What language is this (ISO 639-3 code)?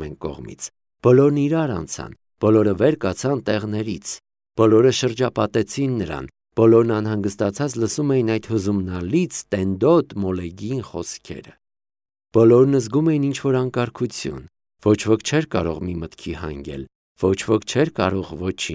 hye